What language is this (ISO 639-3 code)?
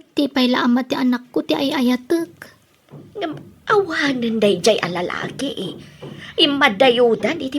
ilo